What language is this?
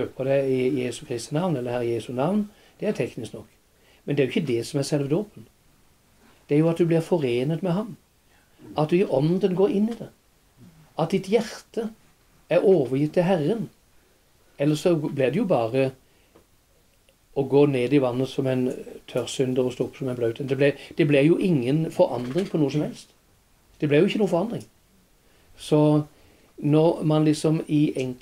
Norwegian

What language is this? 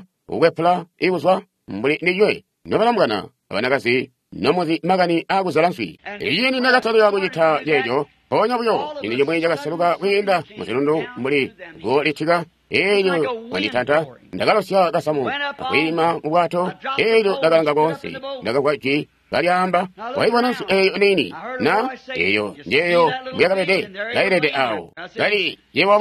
Tonga (Zambia)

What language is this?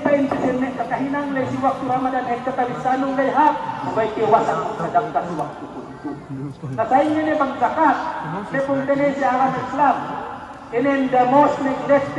Yakan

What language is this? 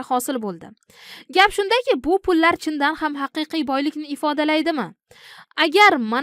Uzbek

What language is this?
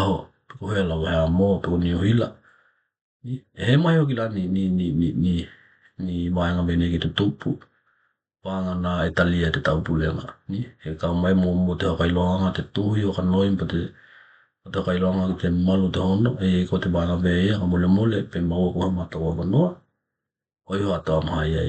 Tokelau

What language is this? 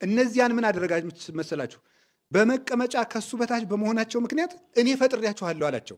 Amharic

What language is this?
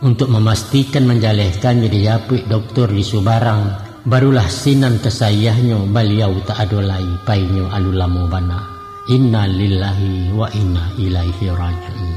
Minangkabau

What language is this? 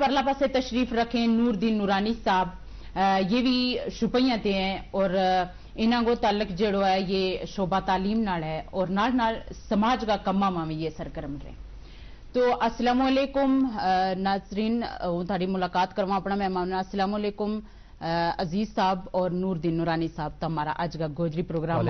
Gujari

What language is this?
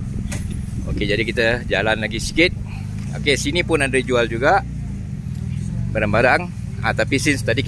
Malay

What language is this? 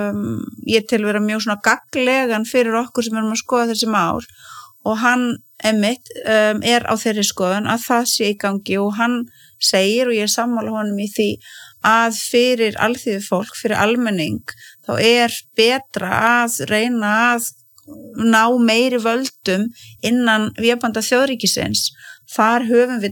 Icelandic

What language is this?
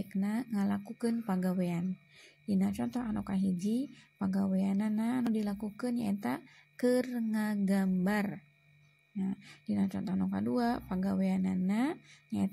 Sundanese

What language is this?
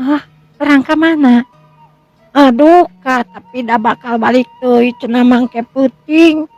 Sundanese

